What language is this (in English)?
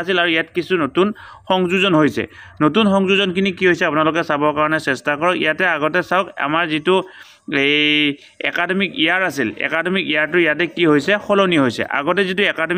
Assamese